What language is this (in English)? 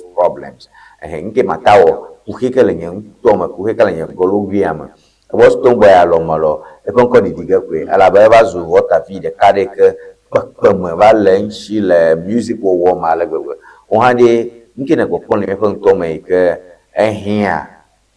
Ewe